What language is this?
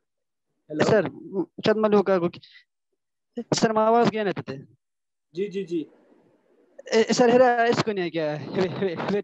Urdu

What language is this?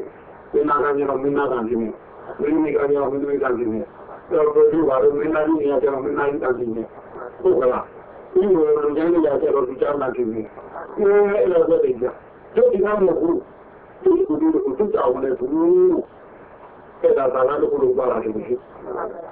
Burmese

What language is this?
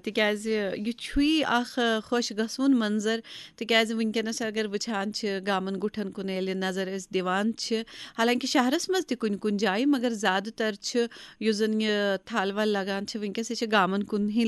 Kashmiri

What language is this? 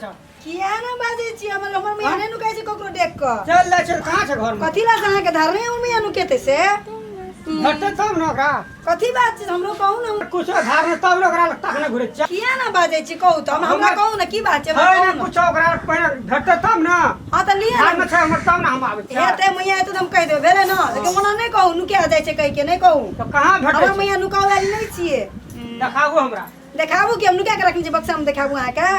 Maithili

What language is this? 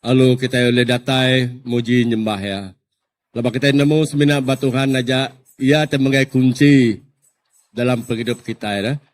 Iban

